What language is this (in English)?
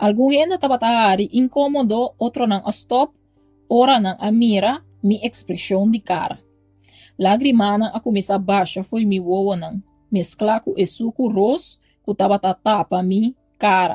Papiamento